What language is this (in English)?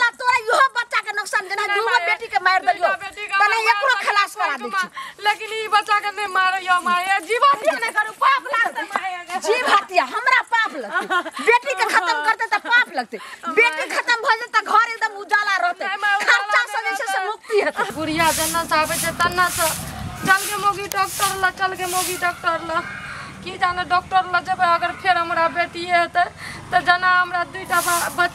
Maithili